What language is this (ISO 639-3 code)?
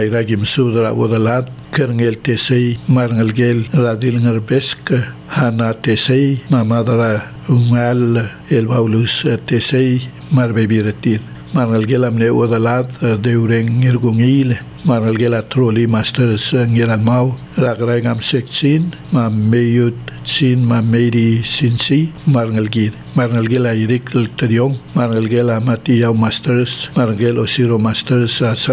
pau